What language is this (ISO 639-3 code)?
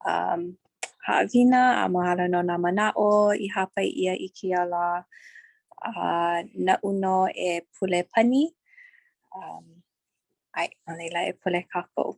haw